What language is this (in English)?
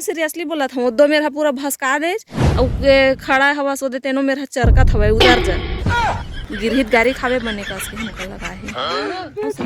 Chhattisgarhi